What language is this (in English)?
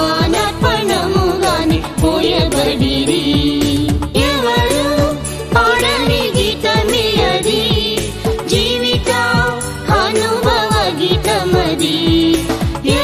Telugu